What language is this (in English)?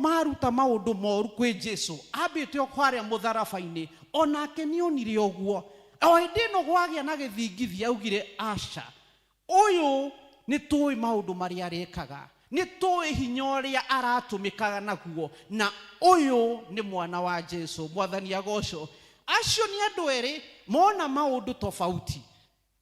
Kikuyu